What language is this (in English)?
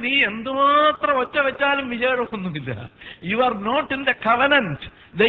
Malayalam